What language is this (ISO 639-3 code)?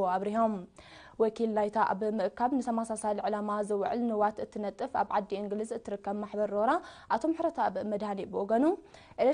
tir